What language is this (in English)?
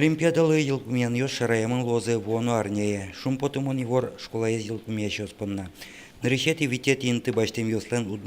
Udmurt